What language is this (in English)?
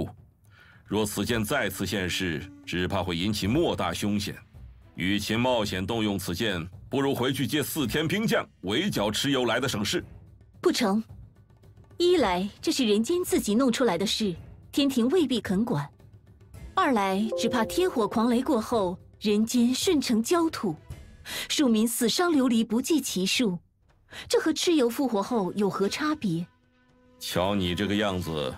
Chinese